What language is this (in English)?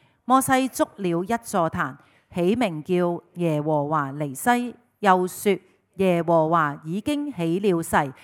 Cantonese